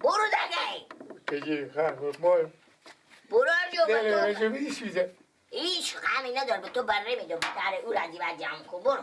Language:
Persian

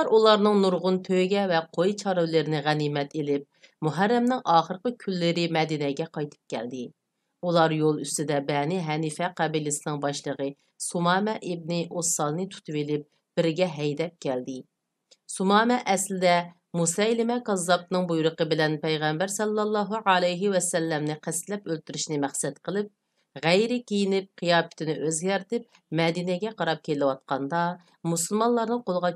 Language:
Uyghur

